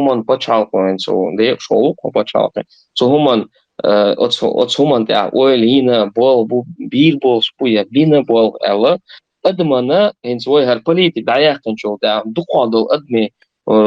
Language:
Chechen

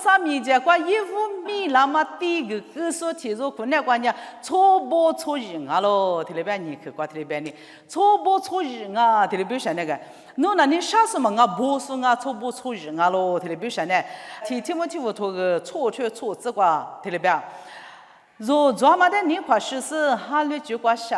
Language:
Lisu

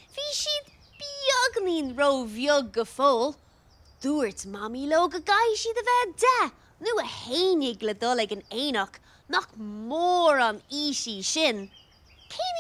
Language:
Irish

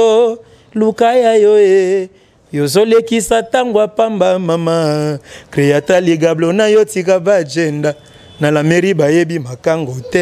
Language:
Lingala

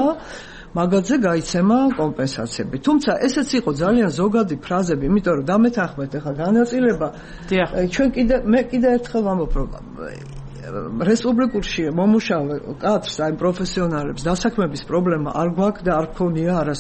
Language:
Georgian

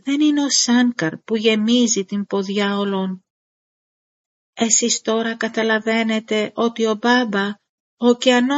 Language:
Greek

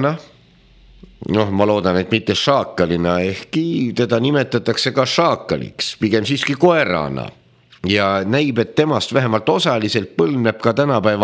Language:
Estonian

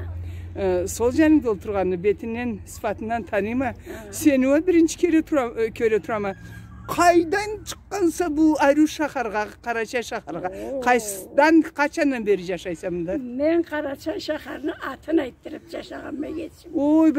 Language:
Karachay-Balkar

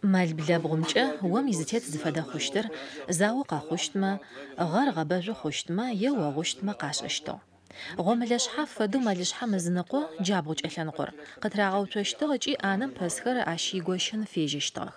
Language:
Adyghe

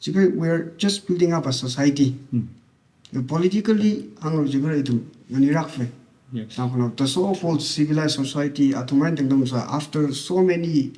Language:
Tangkhul Naga (India)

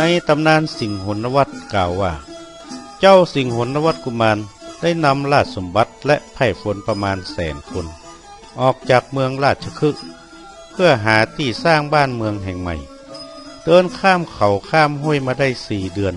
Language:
Northern Thai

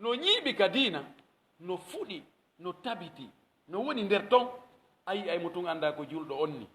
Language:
Pular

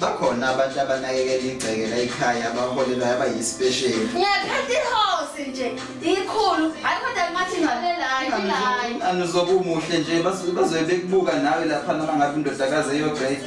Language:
Zulu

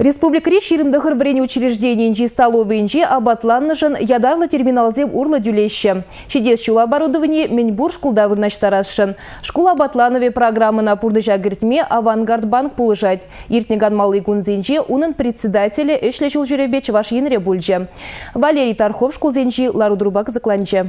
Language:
Chuvash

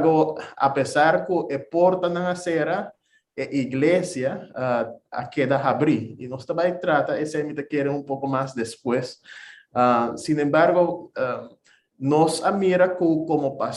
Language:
Papiamento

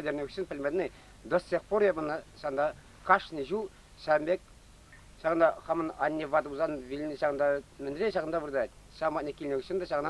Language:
Chuvash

